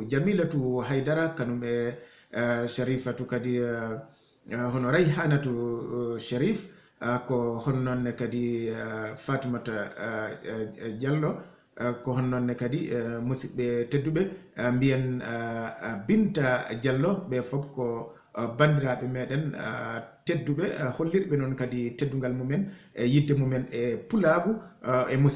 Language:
Fula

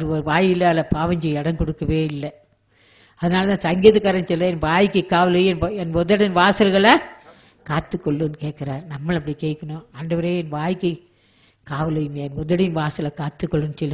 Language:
Tamil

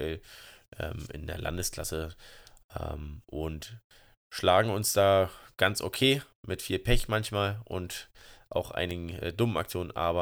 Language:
German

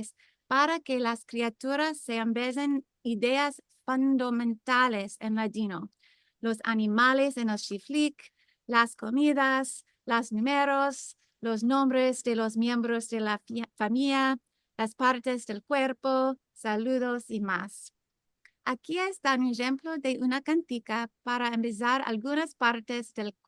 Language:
Ladino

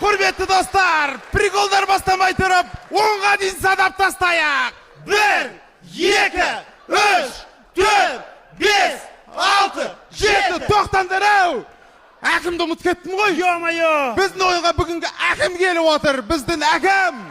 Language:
Kazakh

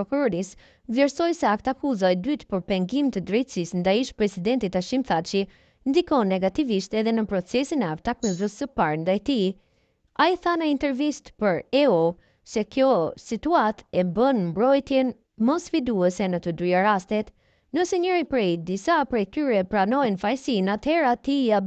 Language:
Albanian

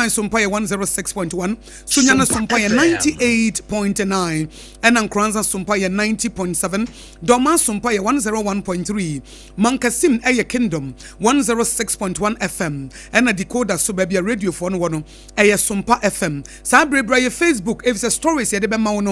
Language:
Akan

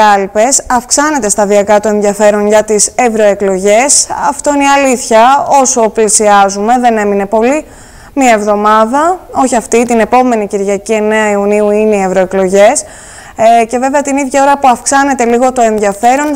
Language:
Greek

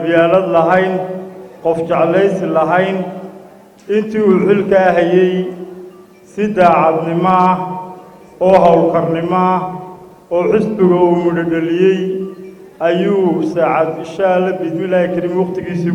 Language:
Somali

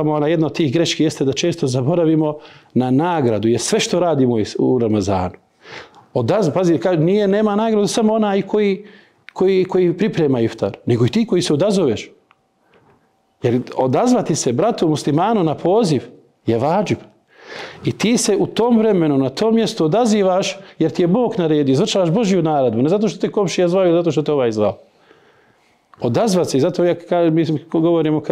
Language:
Bosnian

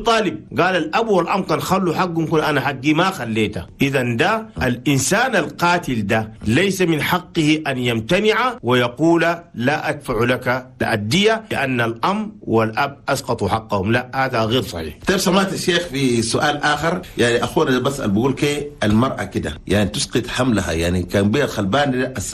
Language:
Chadian Arabic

